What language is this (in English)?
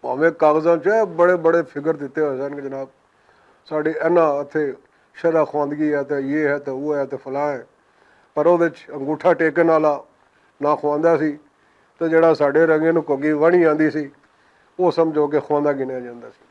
Western Panjabi